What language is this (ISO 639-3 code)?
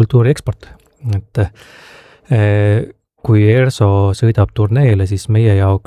est